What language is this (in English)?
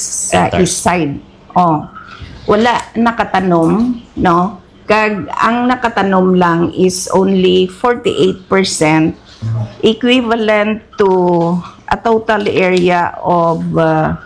Hiligaynon